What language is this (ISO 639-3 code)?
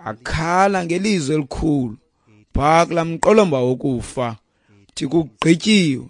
xho